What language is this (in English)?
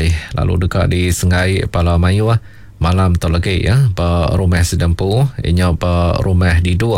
Iban